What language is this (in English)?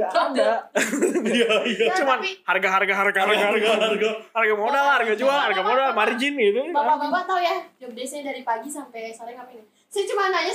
Indonesian